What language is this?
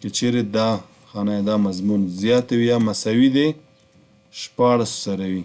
Pashto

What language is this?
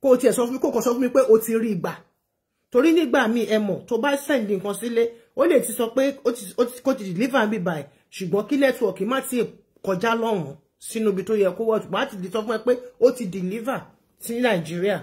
Yoruba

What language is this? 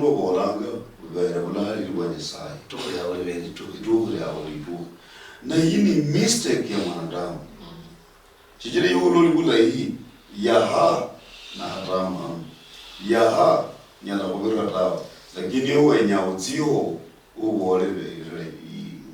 Luyia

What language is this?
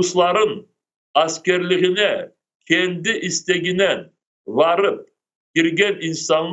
Crimean Tatar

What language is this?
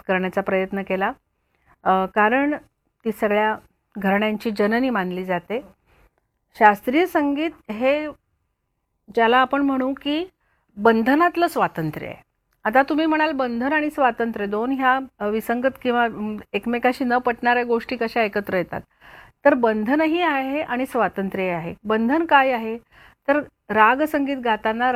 Marathi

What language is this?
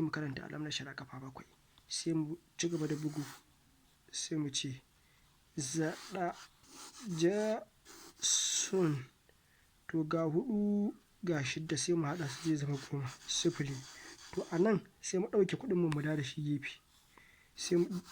Hausa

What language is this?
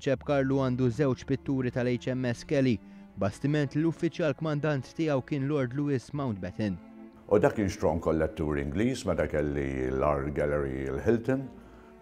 Maltese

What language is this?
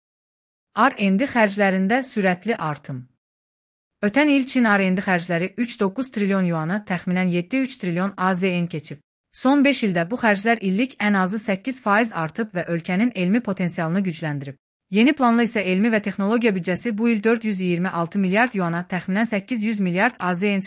Azerbaijani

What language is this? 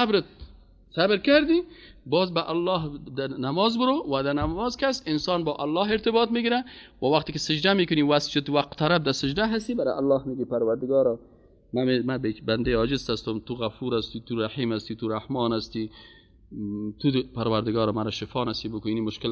Persian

